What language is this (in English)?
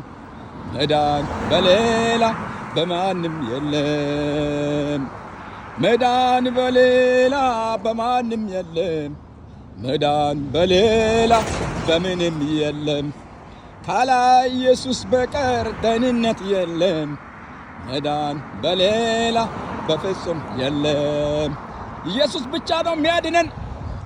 Amharic